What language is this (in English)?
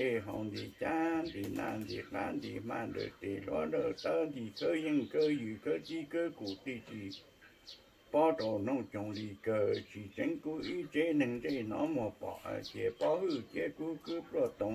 Hmong